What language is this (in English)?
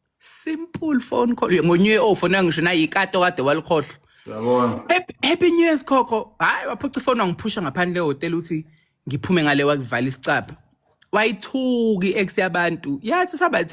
Zulu